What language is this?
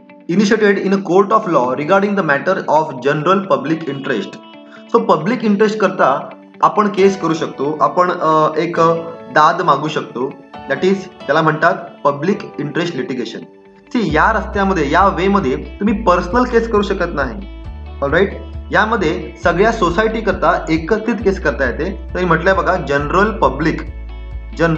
Marathi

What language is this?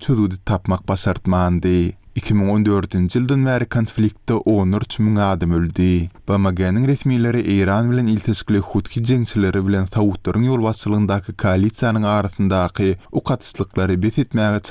Turkmen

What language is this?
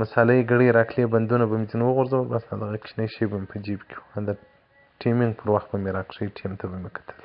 Pashto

